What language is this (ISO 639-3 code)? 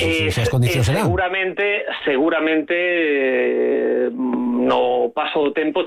glg